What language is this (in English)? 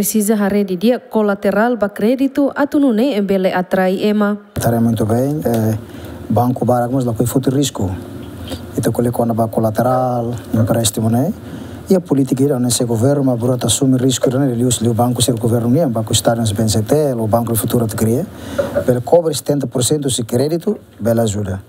Tetum